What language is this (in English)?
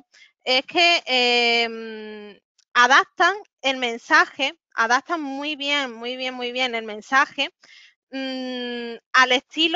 Spanish